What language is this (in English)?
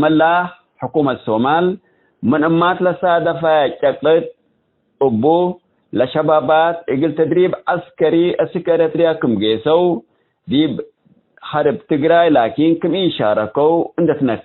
Tigre